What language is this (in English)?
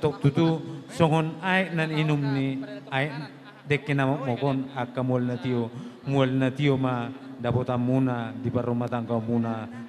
Batak Toba